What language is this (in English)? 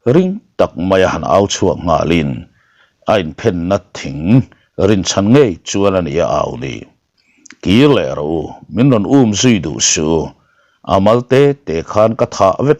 Mizo